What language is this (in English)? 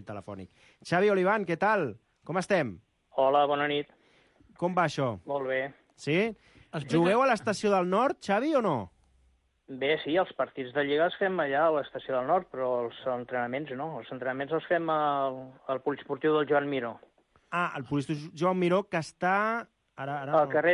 Catalan